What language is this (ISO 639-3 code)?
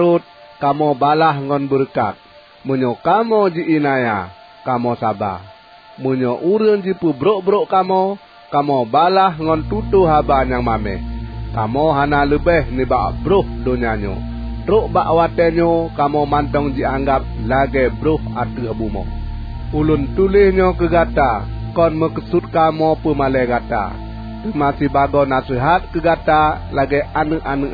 ace